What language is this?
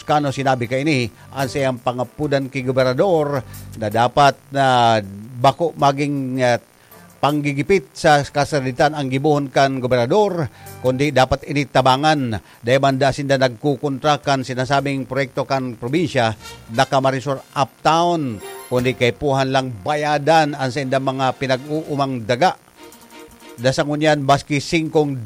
Bikol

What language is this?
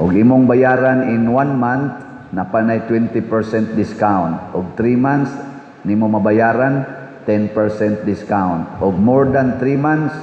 Cebuano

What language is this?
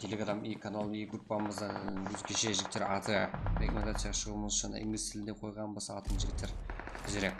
Kara-Kalpak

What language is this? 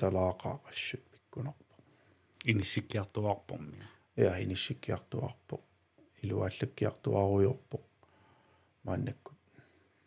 Kalaallisut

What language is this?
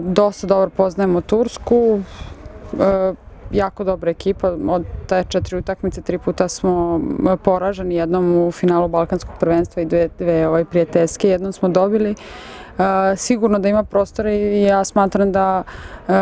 Serbian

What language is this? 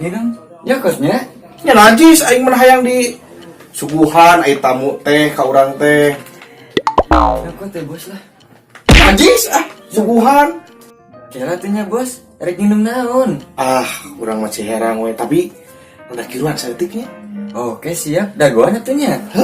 Sundanese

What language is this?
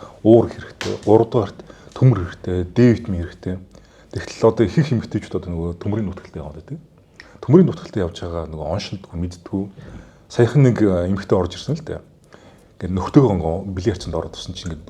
Mongolian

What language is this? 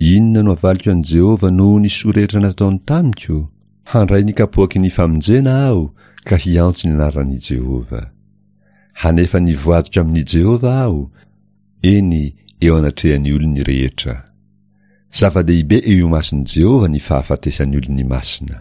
Malagasy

